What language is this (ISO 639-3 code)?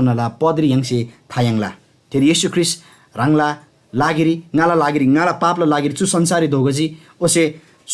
taj